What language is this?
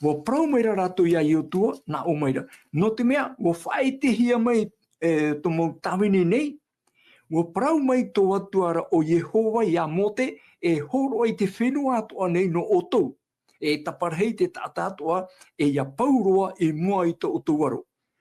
Tahitian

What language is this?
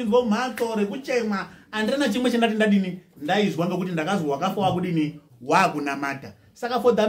Shona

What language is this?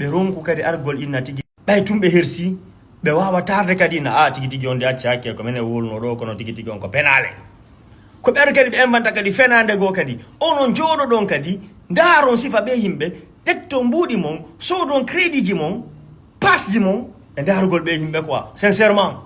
Fula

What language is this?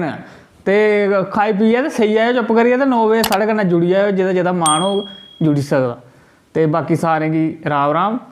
Dogri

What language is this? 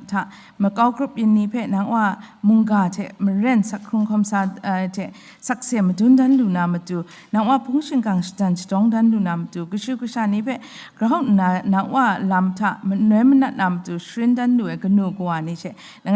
Kachin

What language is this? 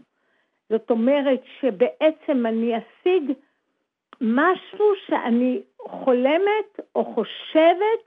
Hebrew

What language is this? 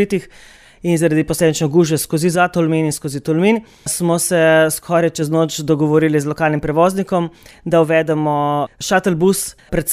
Slovenian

